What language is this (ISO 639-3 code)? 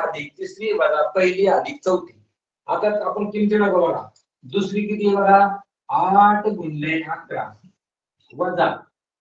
mar